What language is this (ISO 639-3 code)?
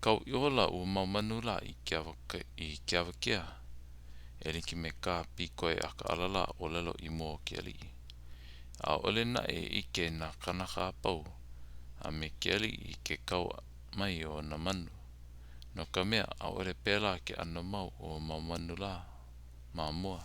haw